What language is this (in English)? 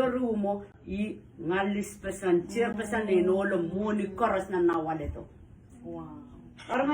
Pohnpeian